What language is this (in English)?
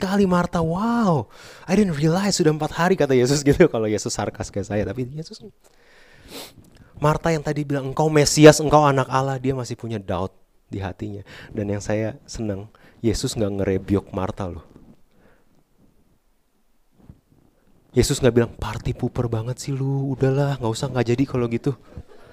Indonesian